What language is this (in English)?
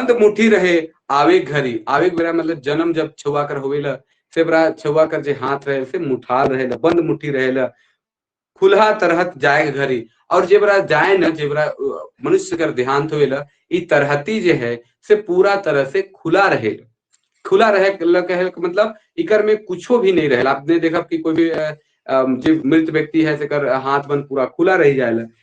Sadri